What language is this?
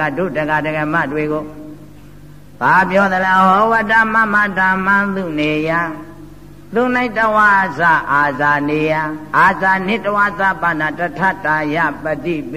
Burmese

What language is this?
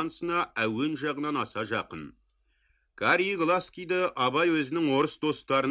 Kazakh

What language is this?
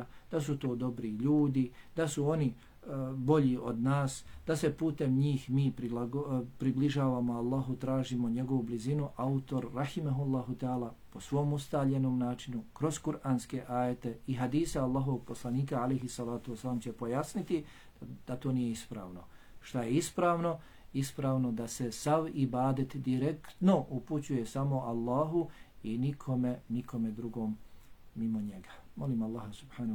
Bosnian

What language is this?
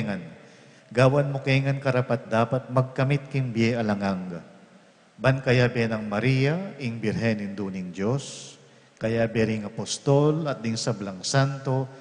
Pampanga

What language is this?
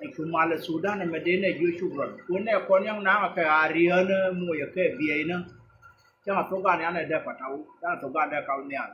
Nuer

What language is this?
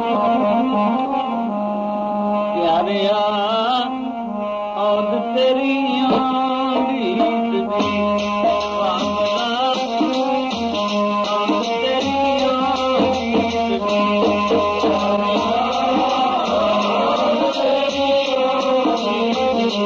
Punjabi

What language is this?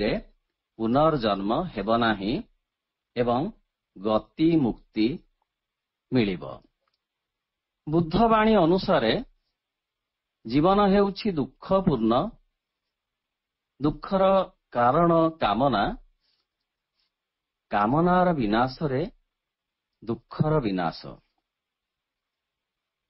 Odia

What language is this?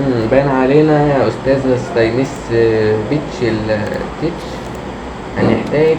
Egyptian Arabic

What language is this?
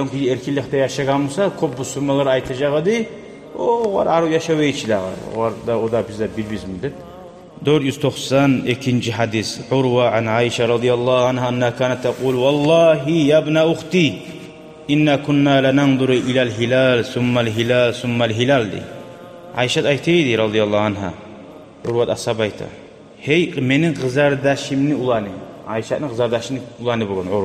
Kumyk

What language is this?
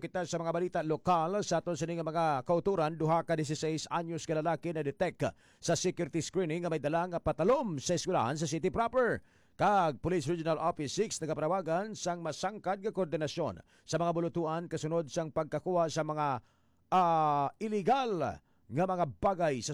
Hiligaynon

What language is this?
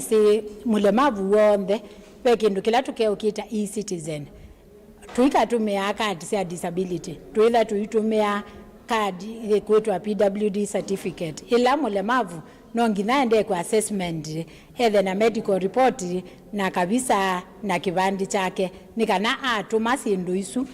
Kamba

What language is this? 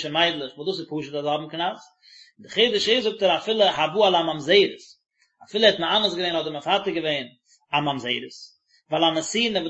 Yiddish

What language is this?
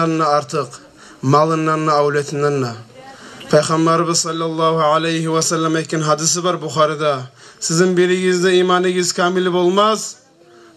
Kumyk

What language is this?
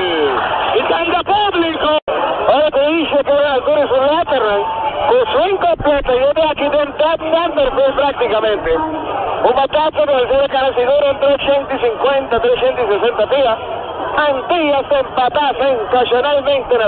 Papiamento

